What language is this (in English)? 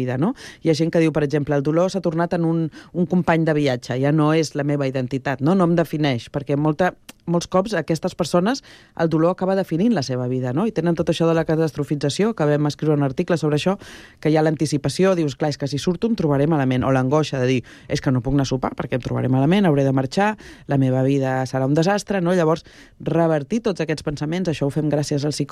Catalan